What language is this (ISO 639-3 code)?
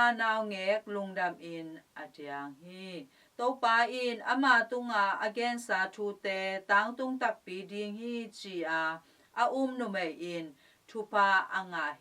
ctd